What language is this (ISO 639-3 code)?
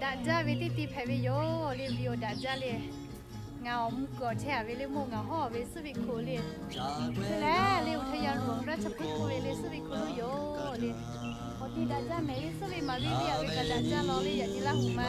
lhu